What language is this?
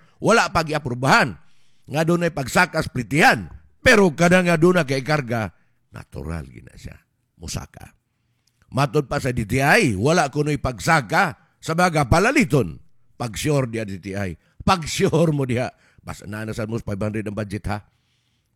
Cebuano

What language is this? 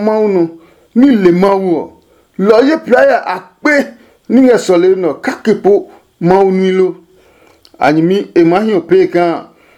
Adangme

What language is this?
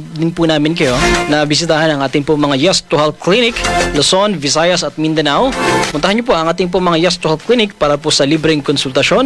Filipino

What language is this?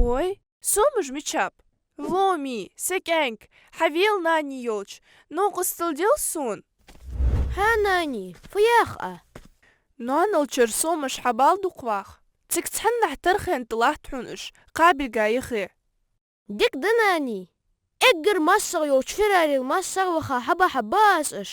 Ingush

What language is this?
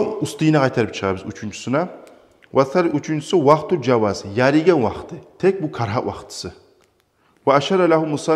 Kumyk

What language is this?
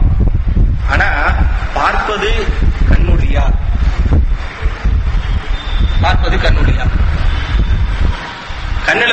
Tamil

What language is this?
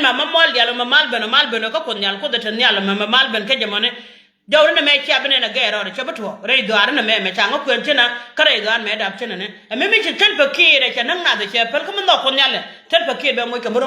Nuer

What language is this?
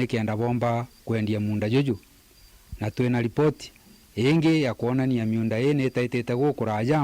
Meru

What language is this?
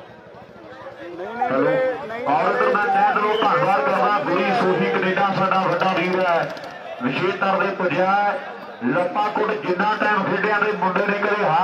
Punjabi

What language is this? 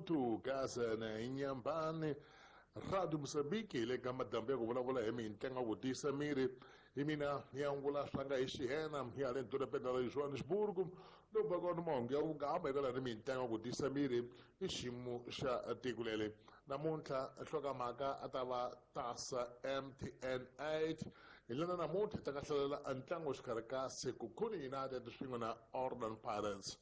Tsonga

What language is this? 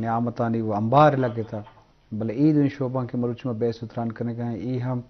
Eastern Balochi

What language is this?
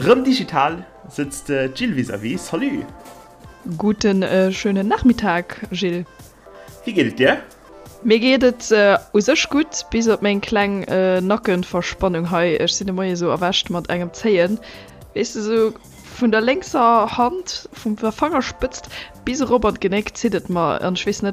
Luxembourgish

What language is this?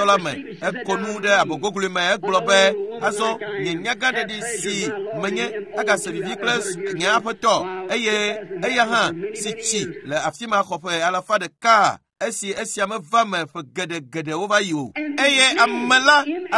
Ewe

